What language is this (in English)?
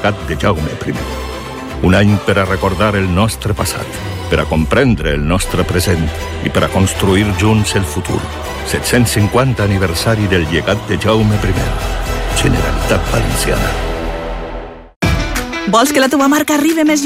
Catalan